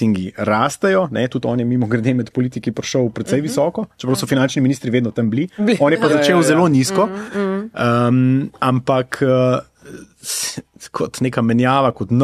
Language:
Slovenian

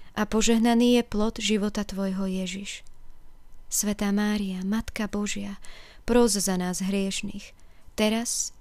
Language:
Slovak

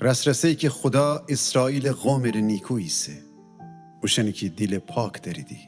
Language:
Gilaki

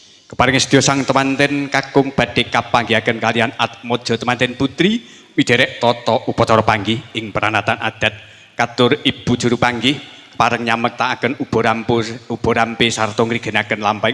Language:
Javanese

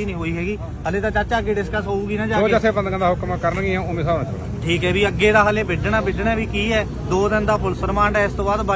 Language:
Punjabi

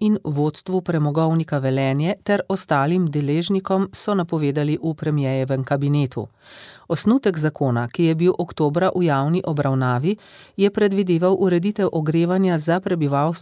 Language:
Slovenian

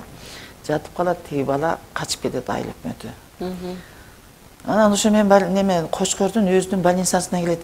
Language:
Kyrgyz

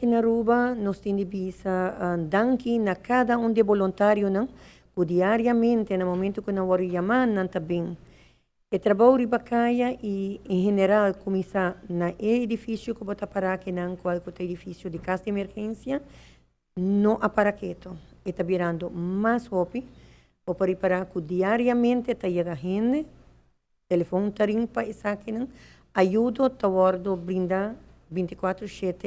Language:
Papiamento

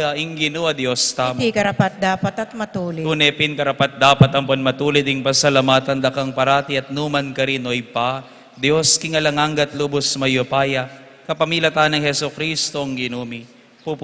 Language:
Pampanga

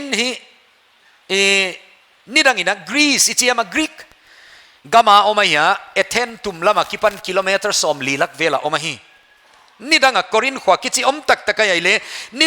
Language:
Paite Chin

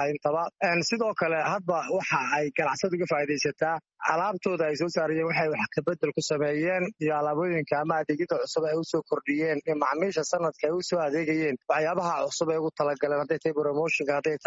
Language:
Somali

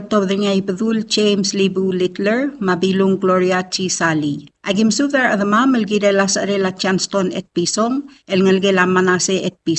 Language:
Palauan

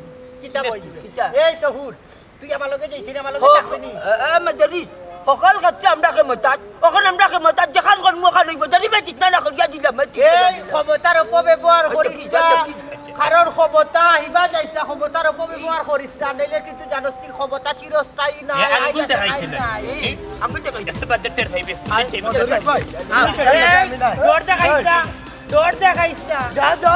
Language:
Sylheti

